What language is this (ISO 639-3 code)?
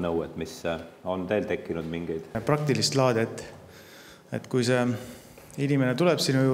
est